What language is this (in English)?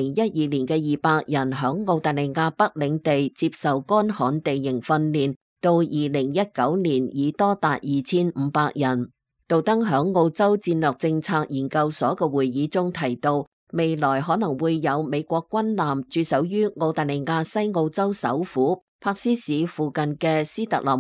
Cantonese